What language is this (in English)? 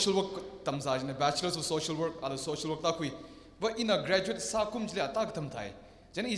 Tangkhul Naga (India)